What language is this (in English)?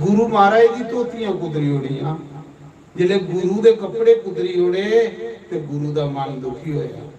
Dogri